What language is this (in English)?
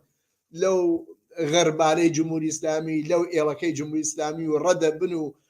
Central Kurdish